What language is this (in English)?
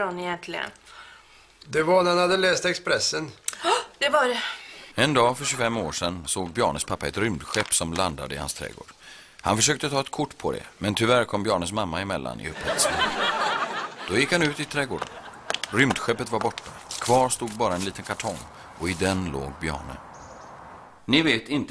Swedish